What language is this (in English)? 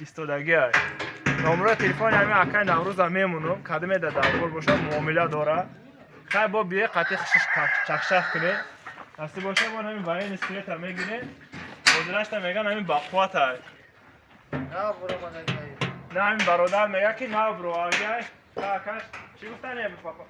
Tajik